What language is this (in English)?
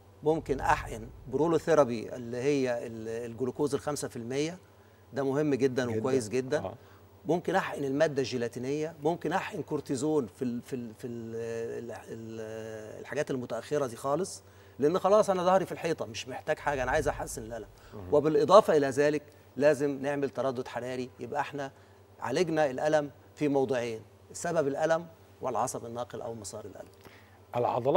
Egyptian Arabic